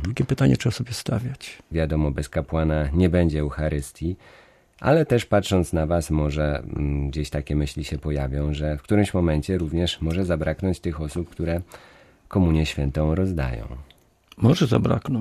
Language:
Polish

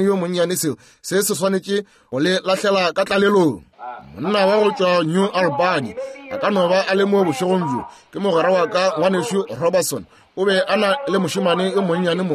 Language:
Northern Sotho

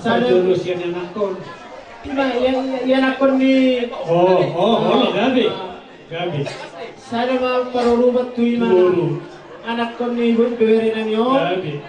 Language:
Batak Toba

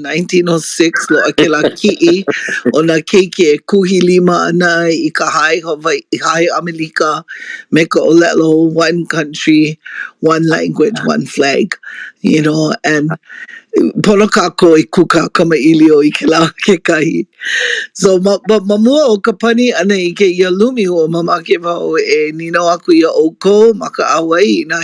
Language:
Hawaiian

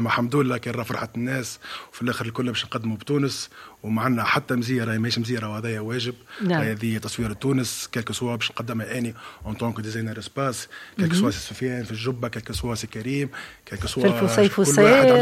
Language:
Tunisian Arabic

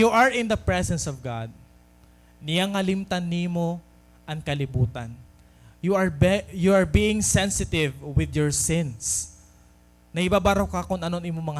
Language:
Waray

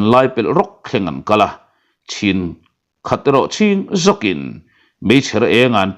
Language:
Mizo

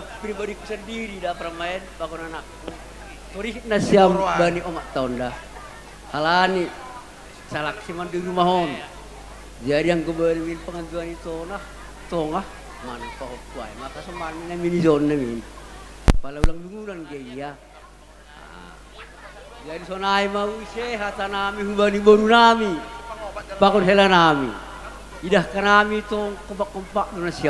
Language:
Batak Simalungun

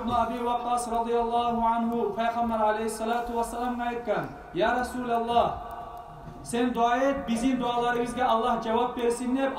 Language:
Kumyk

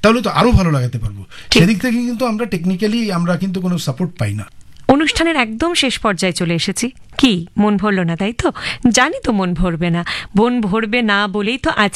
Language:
Bangla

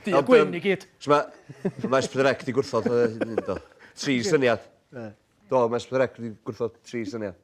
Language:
Welsh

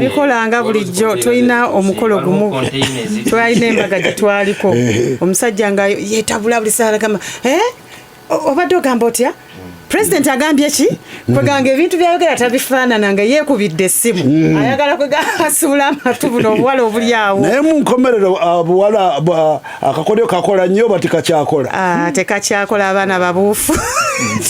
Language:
Ganda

